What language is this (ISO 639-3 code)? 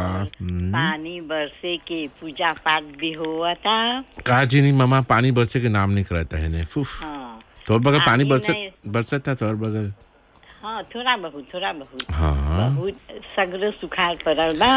bho